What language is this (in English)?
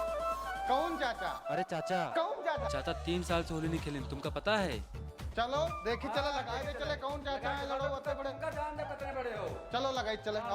Awadhi